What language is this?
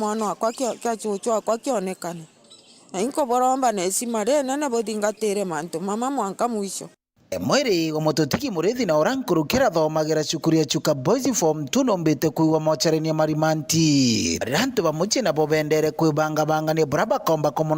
Meru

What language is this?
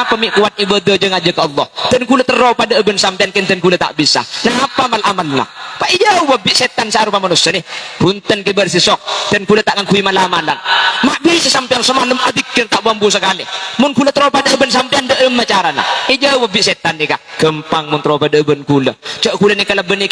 Madurese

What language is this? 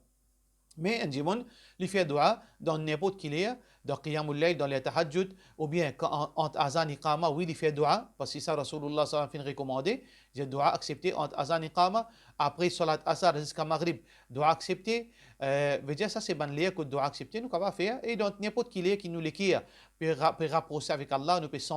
Morisyen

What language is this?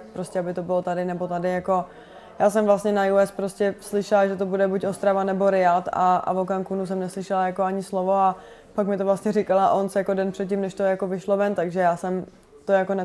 Czech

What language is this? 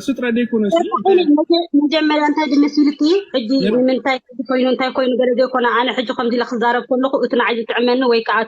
Tigrinya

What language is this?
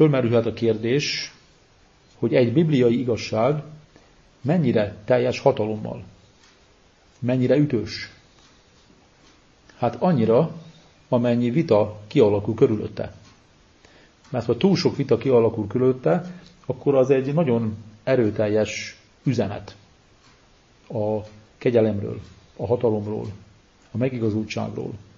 Hungarian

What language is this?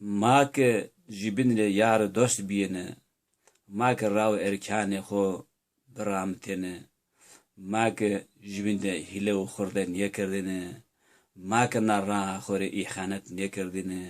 Zaza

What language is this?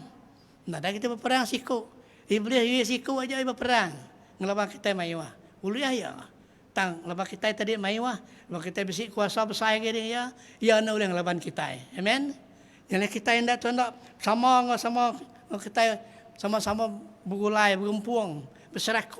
Iban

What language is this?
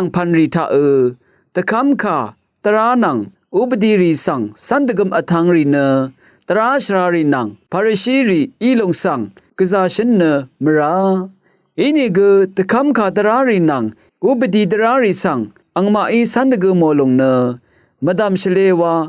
Rawang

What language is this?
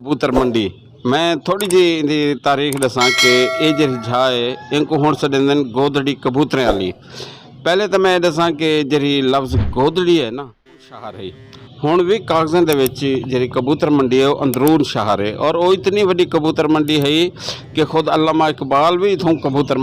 Western Panjabi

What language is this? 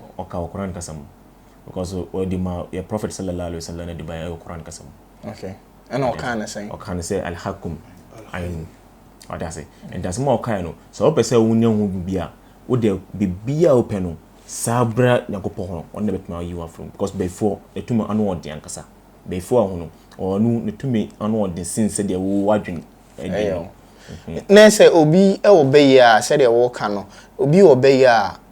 Akan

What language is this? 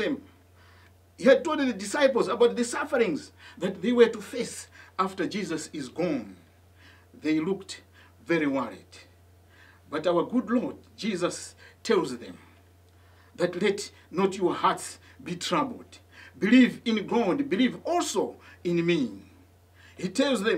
English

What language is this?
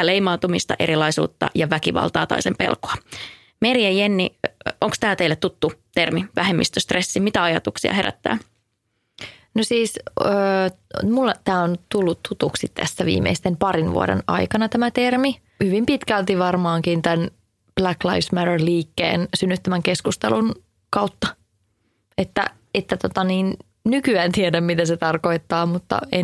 Finnish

